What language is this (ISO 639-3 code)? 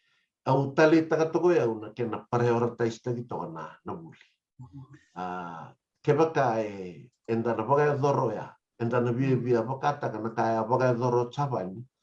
fij